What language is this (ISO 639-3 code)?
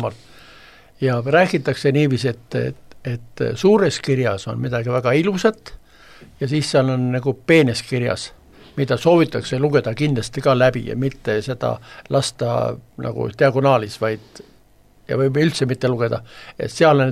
est